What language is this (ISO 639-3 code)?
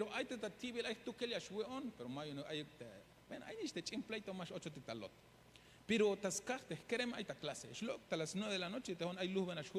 tzh